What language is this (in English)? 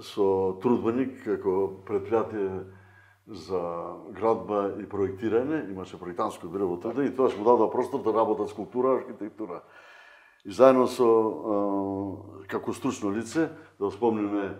Macedonian